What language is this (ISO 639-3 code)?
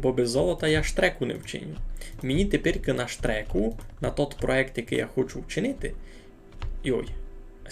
rue